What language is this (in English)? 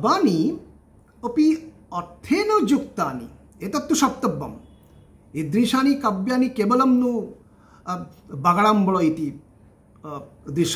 Sanskrit